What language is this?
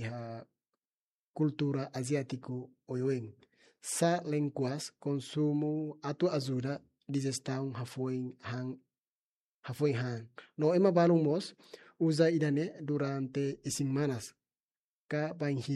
Tetum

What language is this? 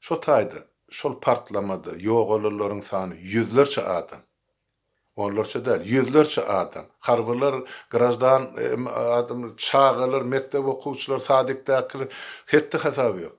Turkmen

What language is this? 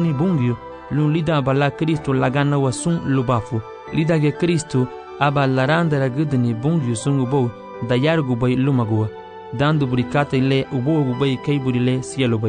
Garifuna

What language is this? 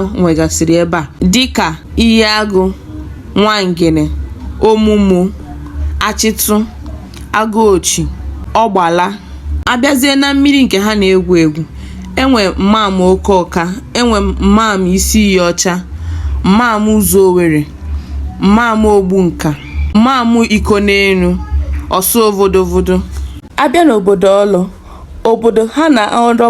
Igbo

